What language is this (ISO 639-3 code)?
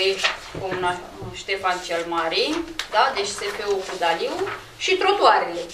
ron